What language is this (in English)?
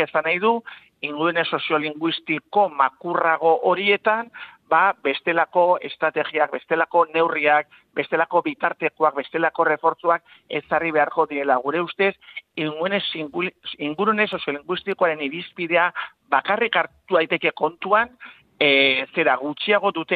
Basque